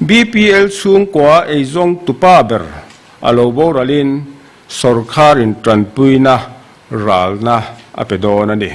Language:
Mizo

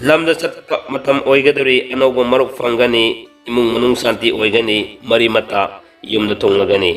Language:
Manipuri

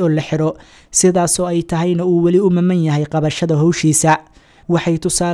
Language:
Somali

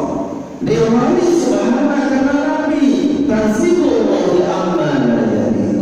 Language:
Sasak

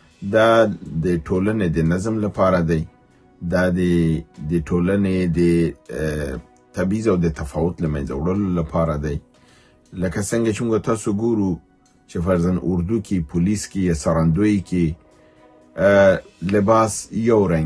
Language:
Pashto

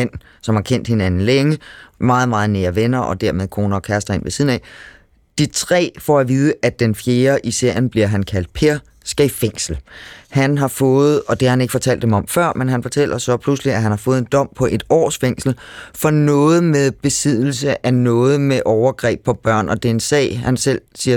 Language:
Danish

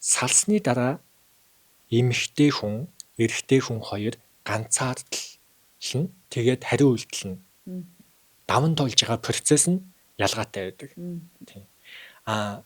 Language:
Mongolian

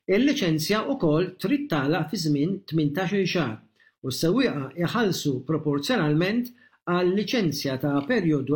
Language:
Maltese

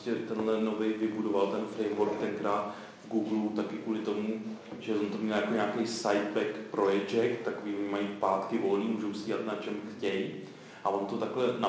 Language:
Czech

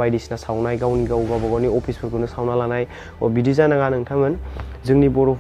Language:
Bodo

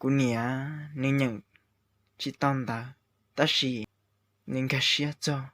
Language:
Hmong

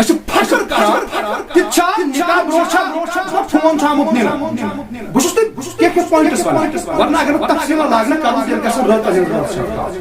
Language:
Kashmiri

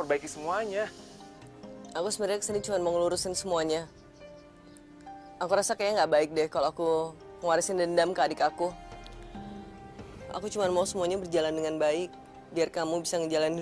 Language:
Indonesian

